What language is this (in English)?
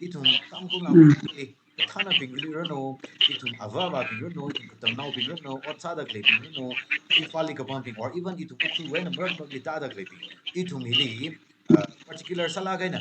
Tangkhul Naga (India)